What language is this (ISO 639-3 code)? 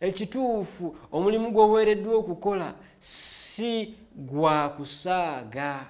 lug